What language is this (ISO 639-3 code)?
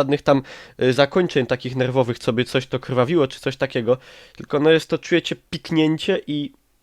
szl